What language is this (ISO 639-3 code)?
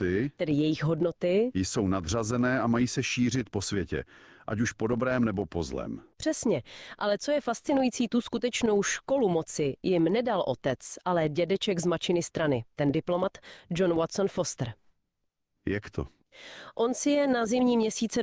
ces